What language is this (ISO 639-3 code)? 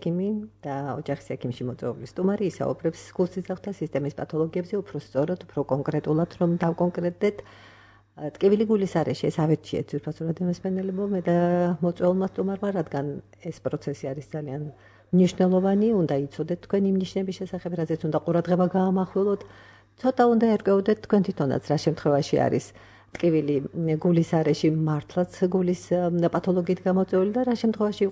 kat